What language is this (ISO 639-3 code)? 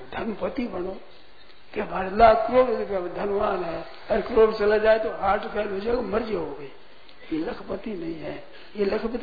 hin